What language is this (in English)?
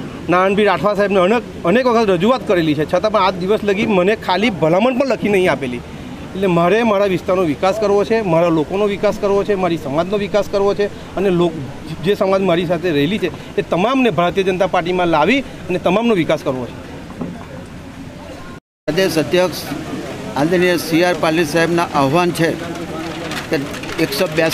Gujarati